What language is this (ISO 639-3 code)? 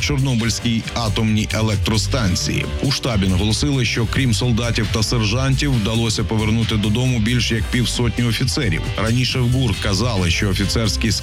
ukr